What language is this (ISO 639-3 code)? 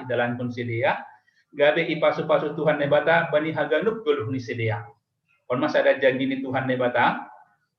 bts